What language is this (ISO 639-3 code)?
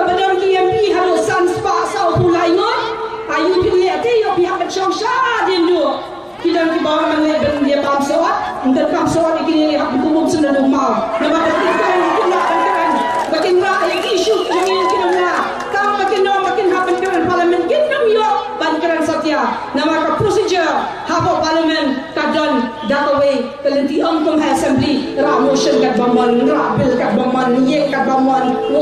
kha